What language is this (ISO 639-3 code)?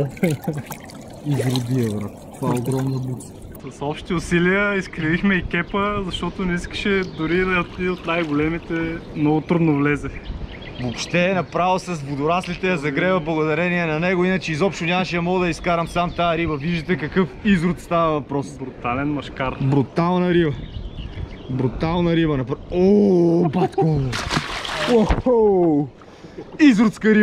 bul